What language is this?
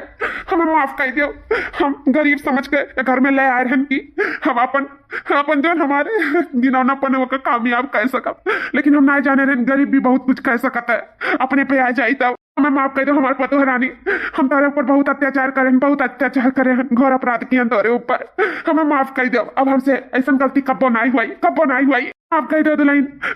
Awadhi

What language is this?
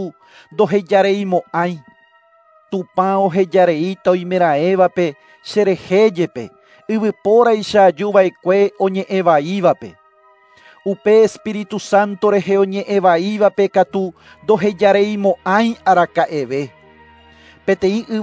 Guarani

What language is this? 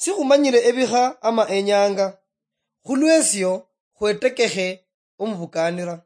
Luyia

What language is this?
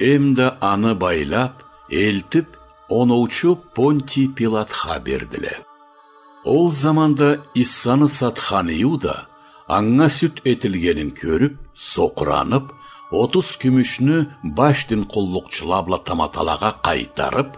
Karachay-Balkar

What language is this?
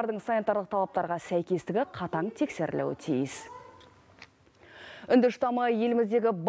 Kazakh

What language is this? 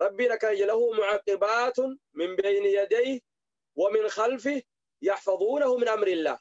Oromo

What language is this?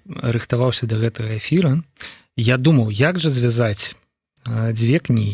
Belarusian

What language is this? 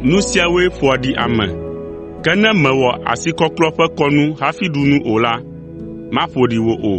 Ewe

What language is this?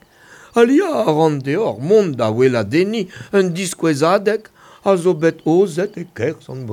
Breton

